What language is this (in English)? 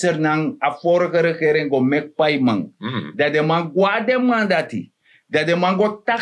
Sranan Tongo